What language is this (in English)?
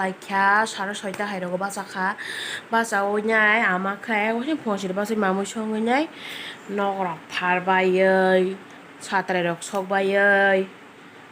Kok Borok